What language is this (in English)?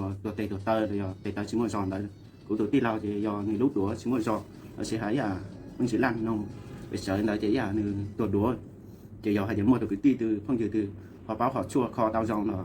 Hmong